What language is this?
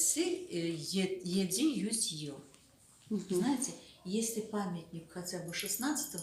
Crimean Tatar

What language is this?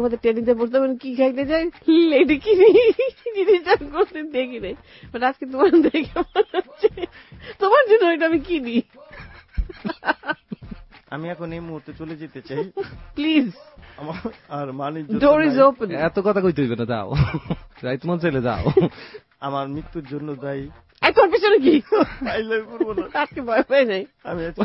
Bangla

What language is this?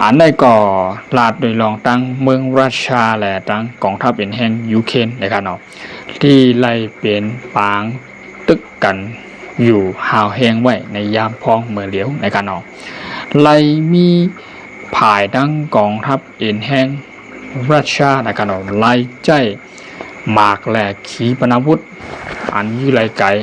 Shan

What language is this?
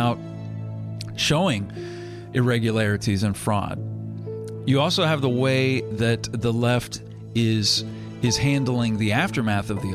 English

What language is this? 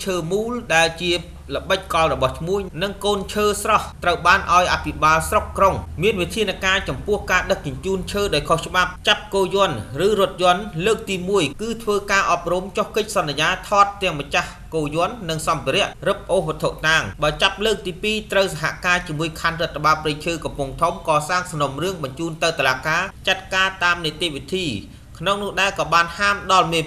Khmer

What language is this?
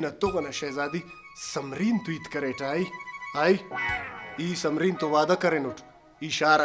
Brahui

